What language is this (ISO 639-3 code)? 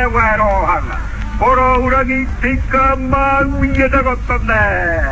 mri